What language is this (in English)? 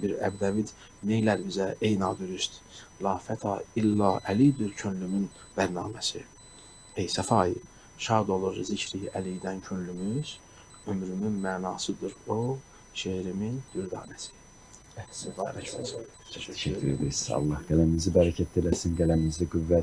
Azerbaijani